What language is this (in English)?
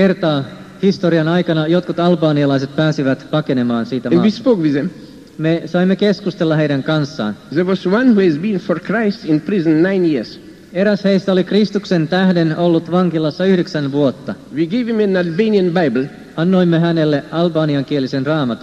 Finnish